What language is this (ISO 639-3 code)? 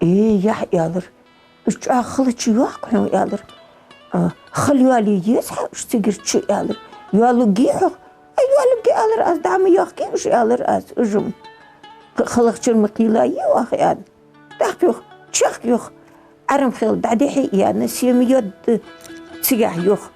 inh